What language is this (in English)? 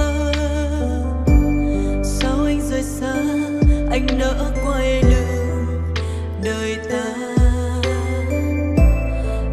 Vietnamese